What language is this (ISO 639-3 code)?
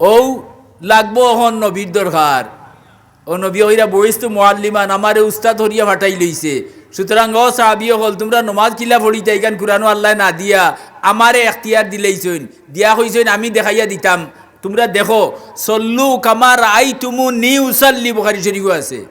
syl